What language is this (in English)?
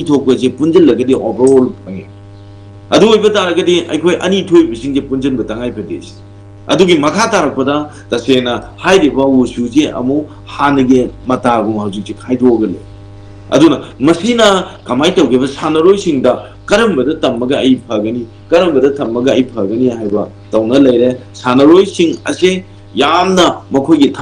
Manipuri